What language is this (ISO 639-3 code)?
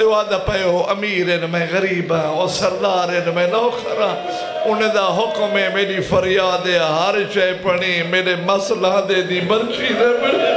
skr